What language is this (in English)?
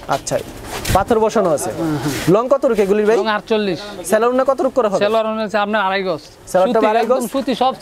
Bangla